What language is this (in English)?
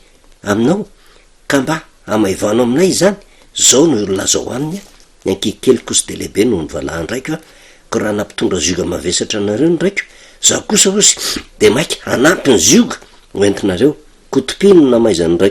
Malagasy